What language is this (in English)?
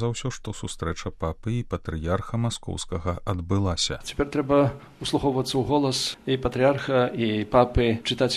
Belarusian